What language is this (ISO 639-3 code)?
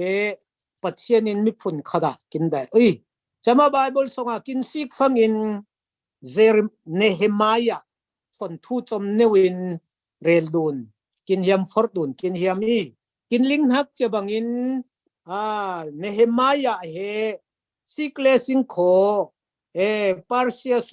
cfm